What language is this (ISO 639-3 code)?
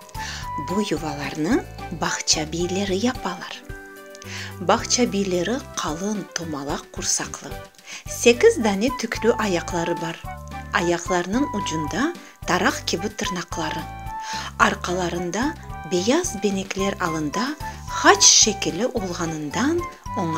crh